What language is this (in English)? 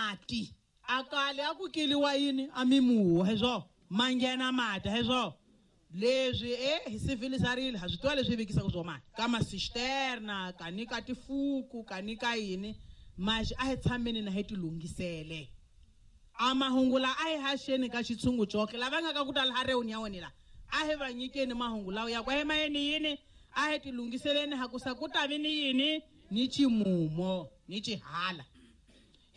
Tsonga